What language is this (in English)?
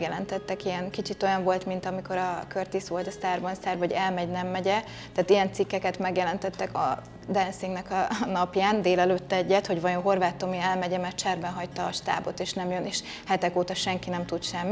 Hungarian